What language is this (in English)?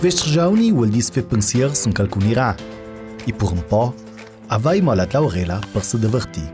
Ladin